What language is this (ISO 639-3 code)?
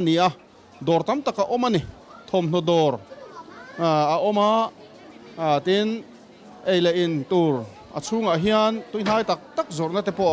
lus